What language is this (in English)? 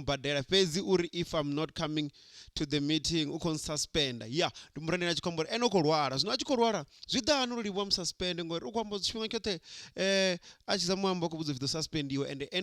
Venda